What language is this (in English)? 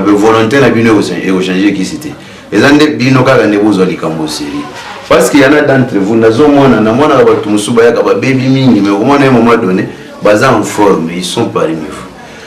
Lingala